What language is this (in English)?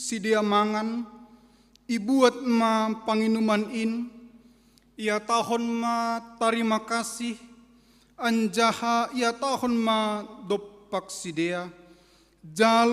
Batak Simalungun